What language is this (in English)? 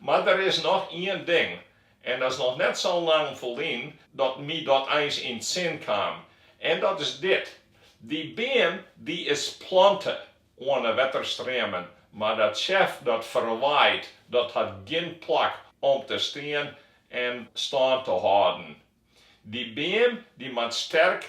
Western Frisian